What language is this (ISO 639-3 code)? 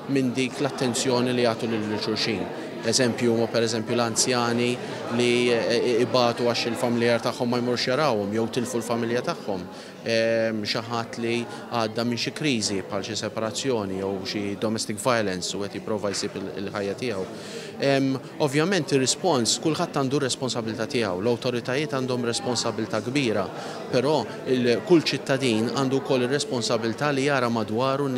mlt